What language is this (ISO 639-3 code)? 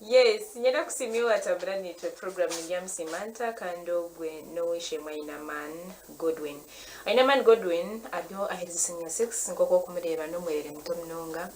nyn